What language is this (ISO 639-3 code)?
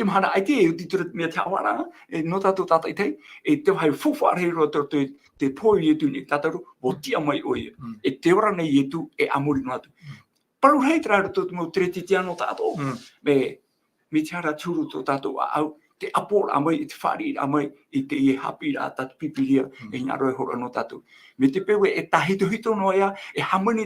tah